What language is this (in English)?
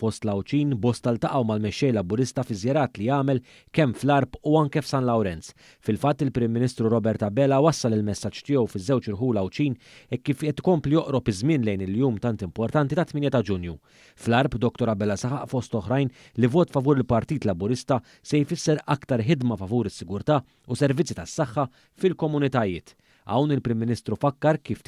Maltese